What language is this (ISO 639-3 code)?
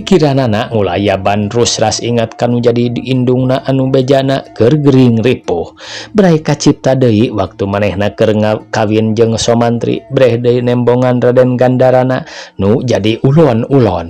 sun